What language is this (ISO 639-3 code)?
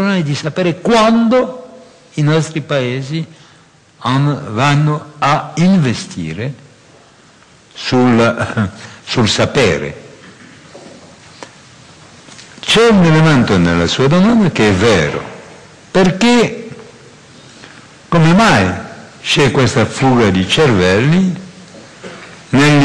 ita